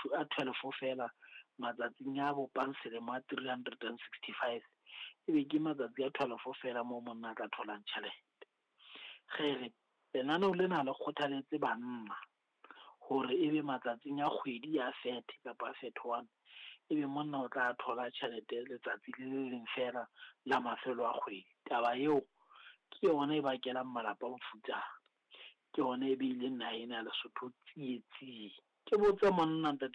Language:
Southern Sotho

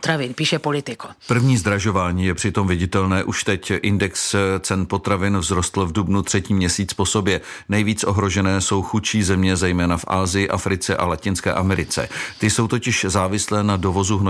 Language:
Czech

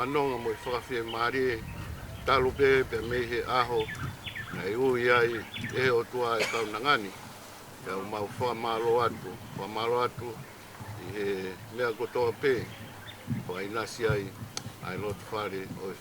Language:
Tongan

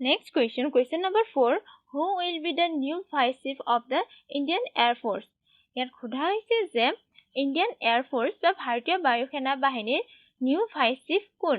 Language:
Assamese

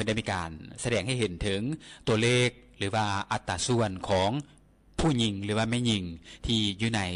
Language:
Lao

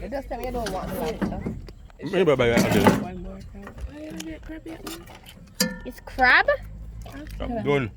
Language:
Jamaican Creole English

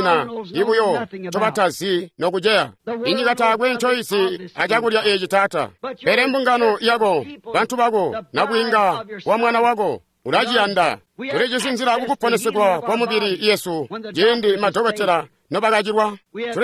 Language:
Tonga (Zambia)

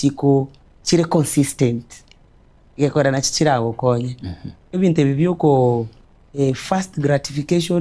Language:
Gusii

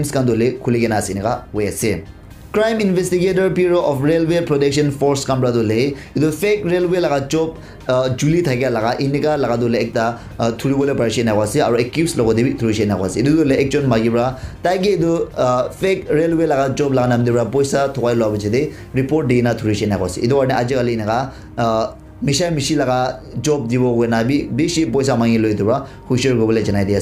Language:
Naga Pidgin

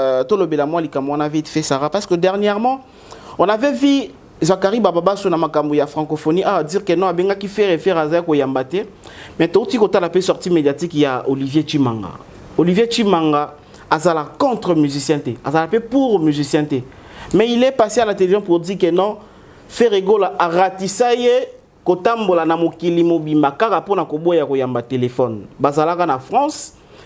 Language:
Lingala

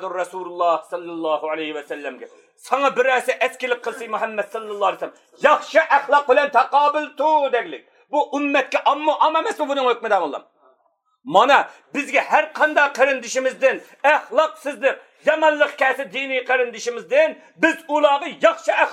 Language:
Uyghur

